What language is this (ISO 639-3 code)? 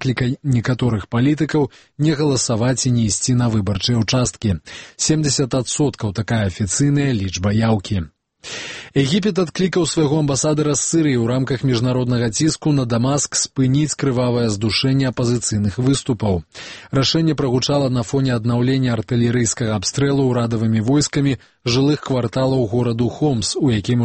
bel